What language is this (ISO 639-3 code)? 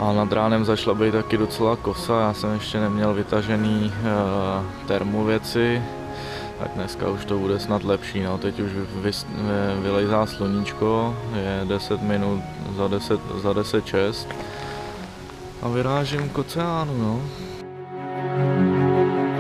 ces